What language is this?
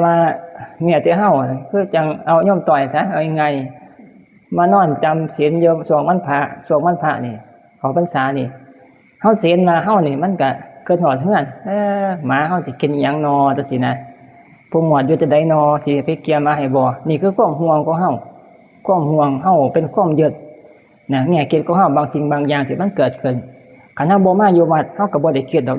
Northeastern Thai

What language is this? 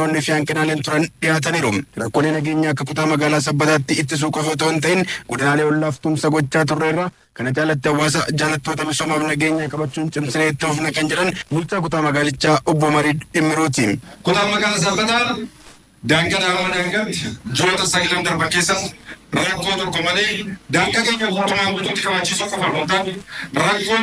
Oromo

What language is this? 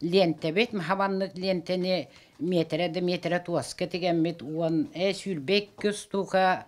Yakut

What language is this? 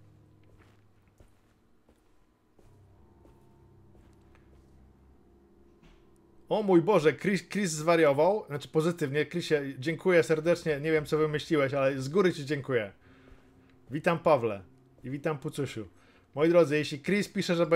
Polish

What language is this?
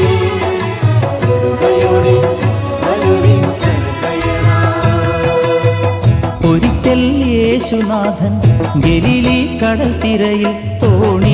Malayalam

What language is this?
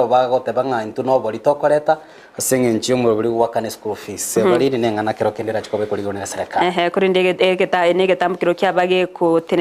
Gusii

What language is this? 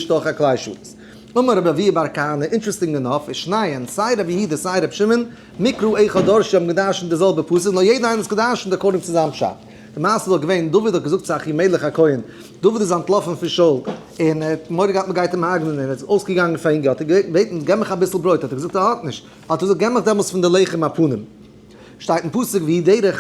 Yiddish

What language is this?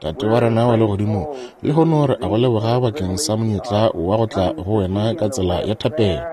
Northern Sotho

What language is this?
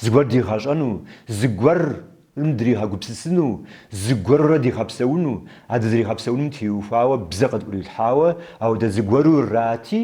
Kabardian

